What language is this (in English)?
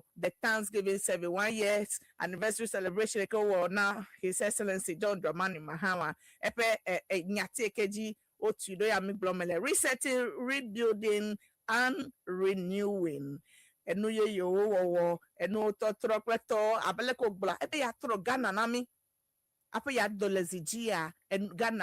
Ewe